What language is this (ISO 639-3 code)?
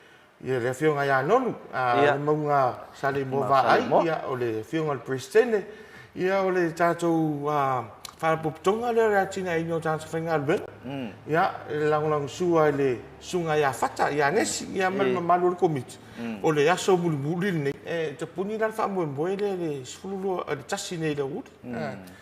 smo